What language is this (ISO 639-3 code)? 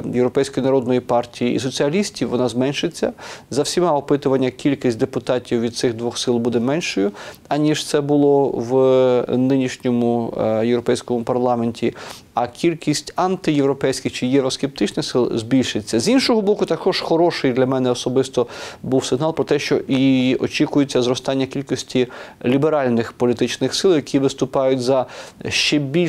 ukr